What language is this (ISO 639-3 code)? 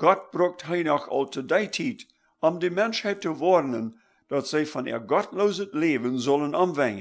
pdt